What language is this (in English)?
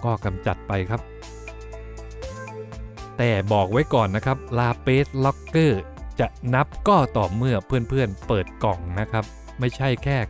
Thai